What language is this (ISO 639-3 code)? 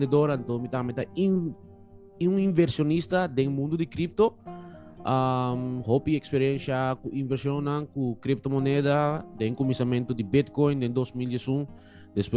pap